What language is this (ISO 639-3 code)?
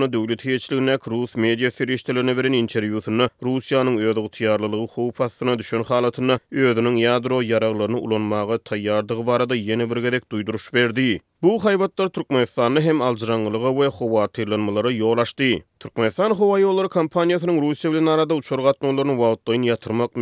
tuk